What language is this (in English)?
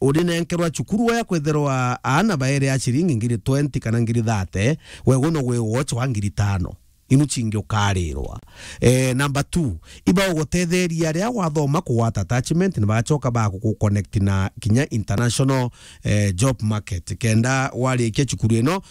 Meru